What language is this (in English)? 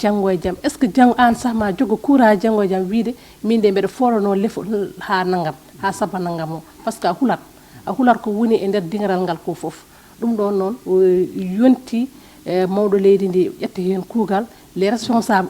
Fula